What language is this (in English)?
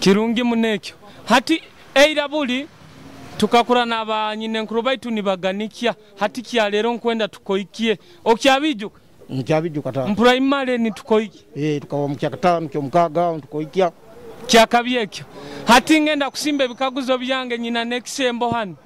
Nyoro